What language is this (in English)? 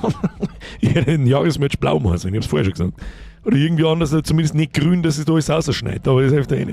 Bavarian